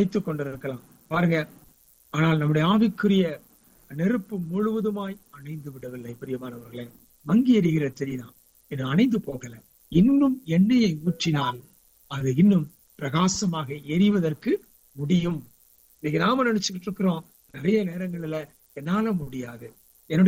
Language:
Tamil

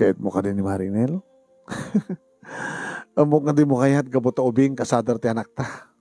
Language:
Iloko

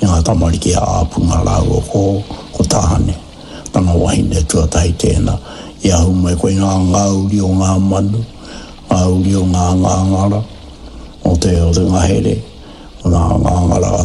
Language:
Māori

